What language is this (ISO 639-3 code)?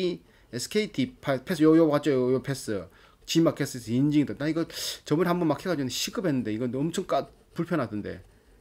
kor